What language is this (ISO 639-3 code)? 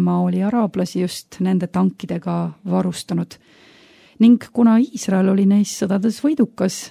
est